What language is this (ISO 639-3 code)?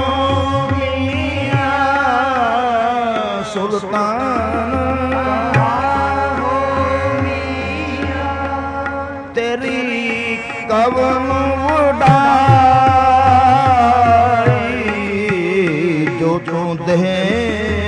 pan